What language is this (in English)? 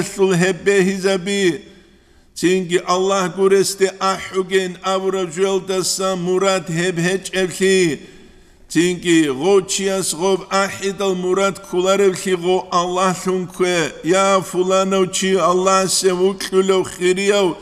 Avaric